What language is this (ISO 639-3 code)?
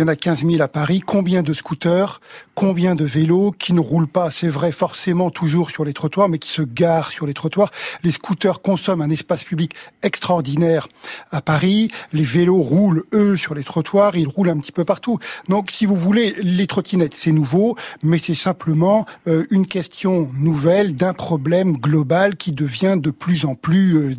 fra